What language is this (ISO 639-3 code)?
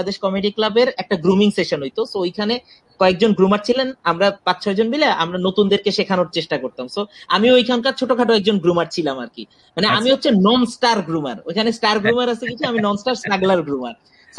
ben